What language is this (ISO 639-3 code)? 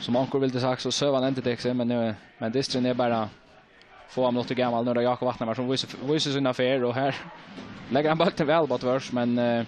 fao